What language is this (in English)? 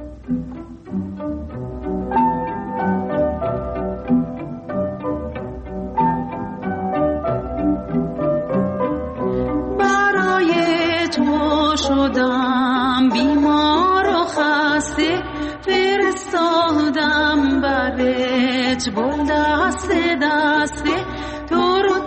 Persian